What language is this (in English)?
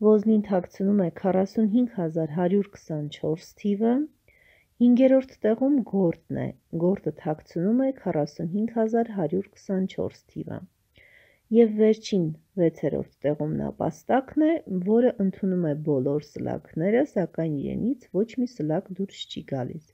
Armenian